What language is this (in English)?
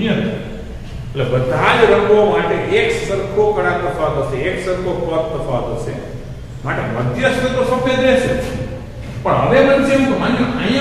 Gujarati